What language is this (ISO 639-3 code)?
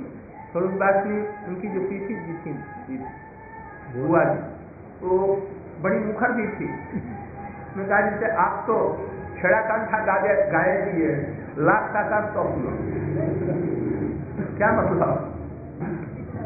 hin